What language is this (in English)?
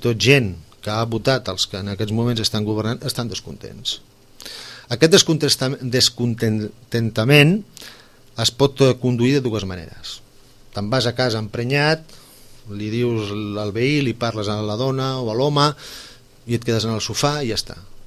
Catalan